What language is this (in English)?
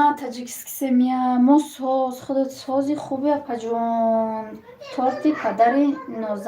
Tajik